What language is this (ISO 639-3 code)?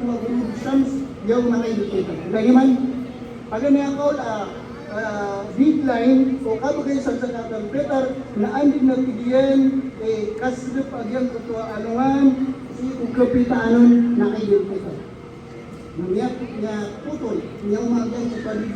mrw